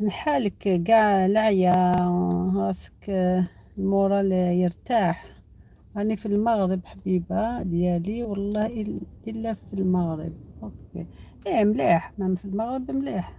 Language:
Algerian Arabic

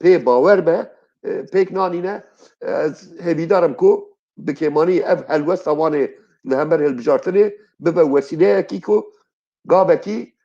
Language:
Kurdish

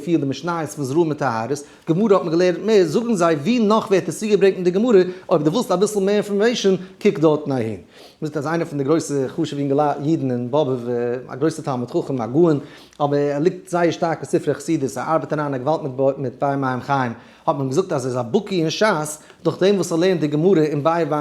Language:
Yiddish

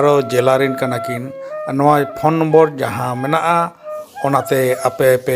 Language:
Santali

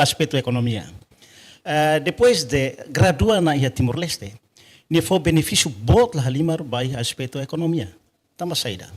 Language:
Tetum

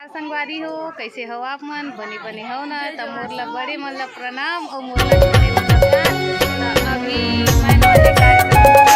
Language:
Chhattisgarhi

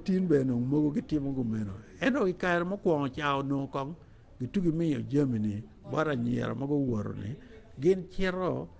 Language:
Acoli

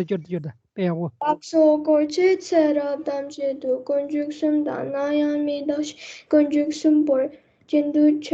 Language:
Tibetan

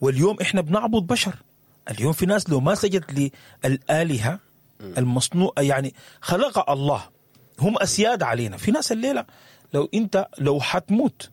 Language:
Sudanese Arabic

